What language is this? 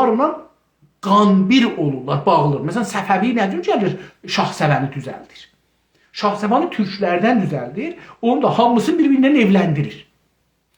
South Azerbaijani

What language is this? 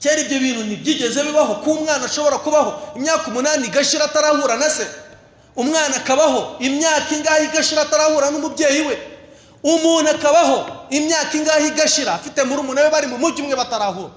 Kinyarwanda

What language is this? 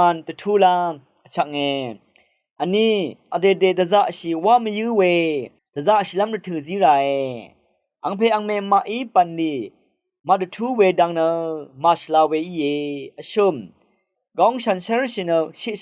Rawang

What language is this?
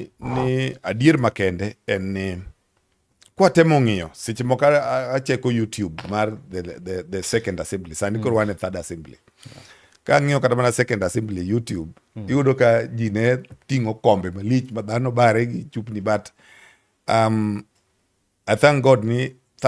Luo (Kenya and Tanzania)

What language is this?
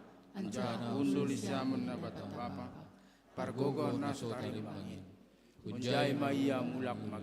Batak Simalungun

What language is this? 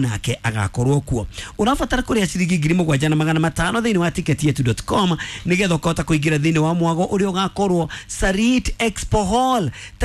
Kikuyu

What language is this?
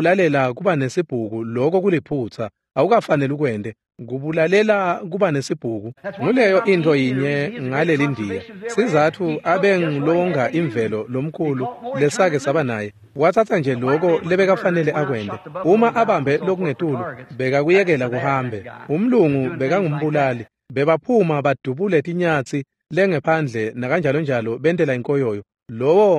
Swati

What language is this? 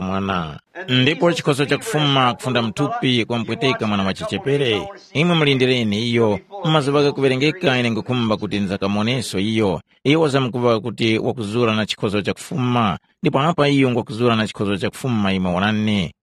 Tumbuka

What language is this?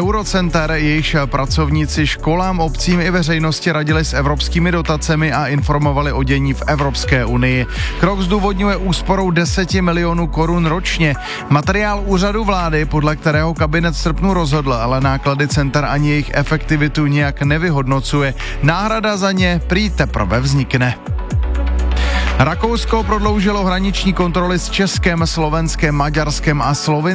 Czech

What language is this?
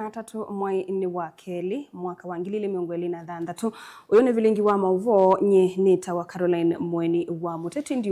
Kamba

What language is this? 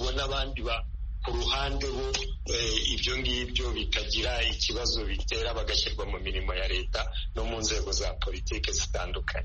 Kinyarwanda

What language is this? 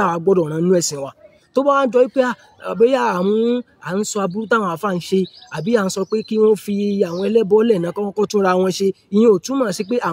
Yoruba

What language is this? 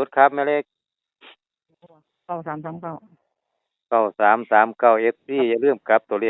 Northeastern Thai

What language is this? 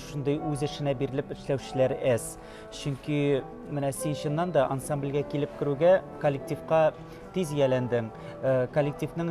Tatar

